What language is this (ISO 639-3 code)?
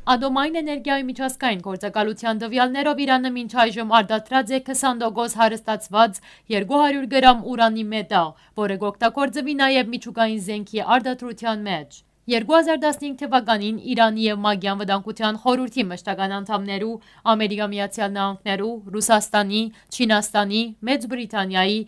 hyw